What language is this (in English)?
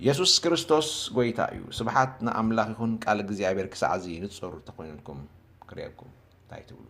Tigrinya